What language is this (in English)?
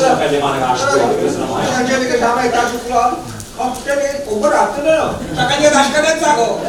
Neapolitan